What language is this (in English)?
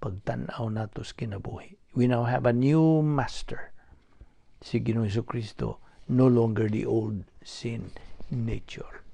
Cebuano